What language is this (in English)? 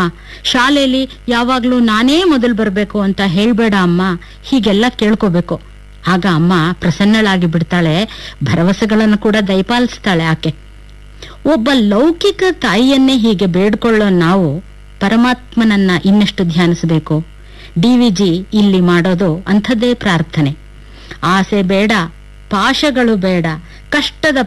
Kannada